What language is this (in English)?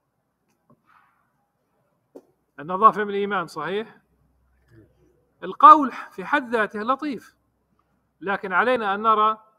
Arabic